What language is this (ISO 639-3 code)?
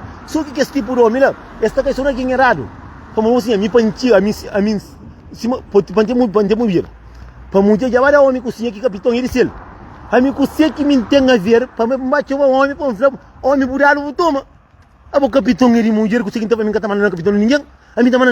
kea